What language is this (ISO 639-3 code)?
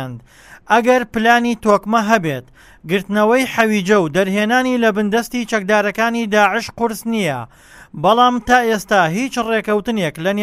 ckb